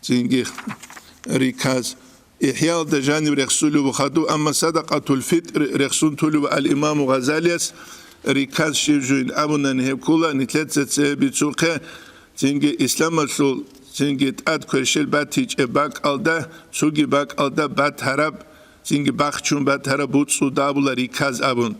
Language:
Avaric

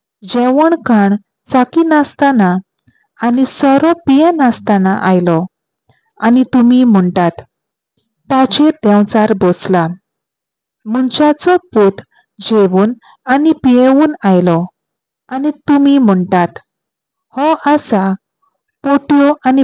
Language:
Konkani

